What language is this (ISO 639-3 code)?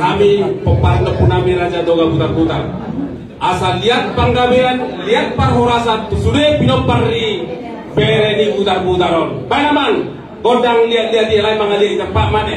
bbc